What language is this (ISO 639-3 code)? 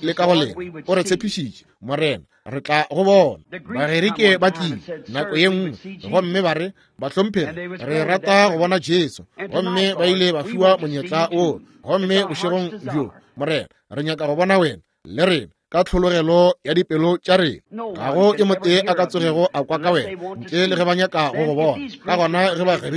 nso